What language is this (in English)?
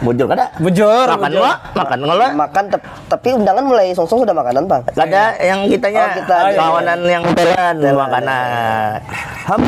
Banjar